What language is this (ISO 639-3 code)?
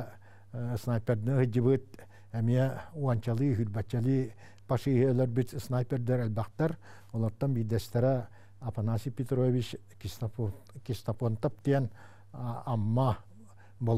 sah